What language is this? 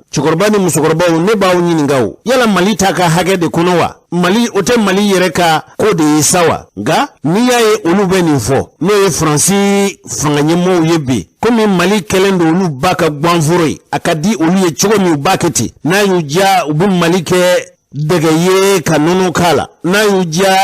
Bambara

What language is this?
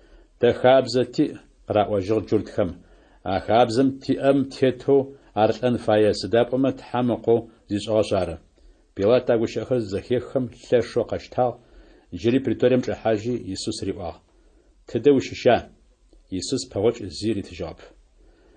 Adyghe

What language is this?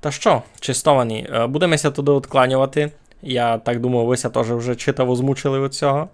Rusyn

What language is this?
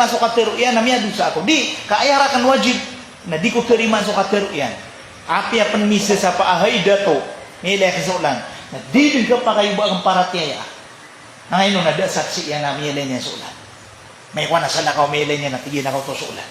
Maranao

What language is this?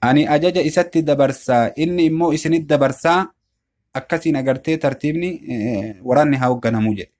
Oromo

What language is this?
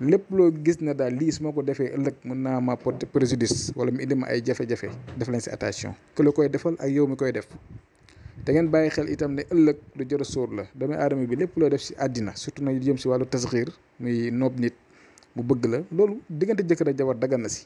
Wolof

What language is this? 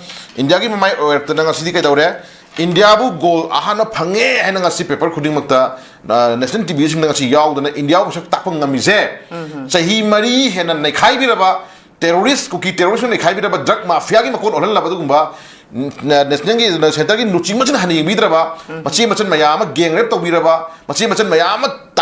Manipuri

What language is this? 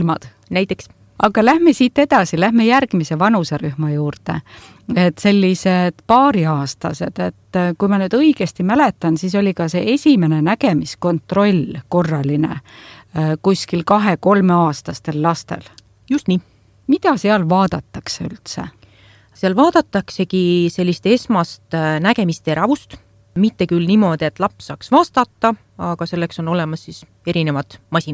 Estonian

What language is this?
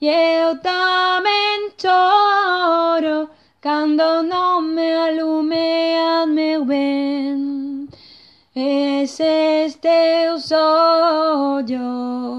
Galician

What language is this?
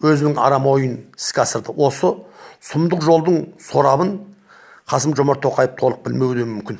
Kazakh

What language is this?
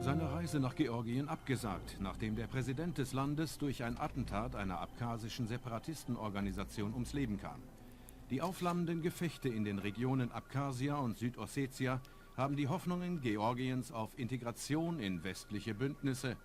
Bavarian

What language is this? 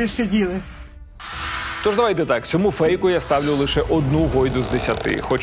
Ukrainian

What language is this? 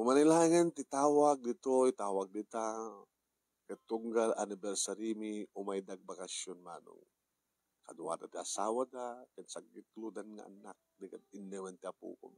Iloko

